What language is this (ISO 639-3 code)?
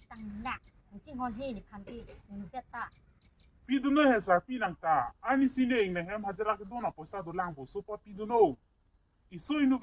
mjw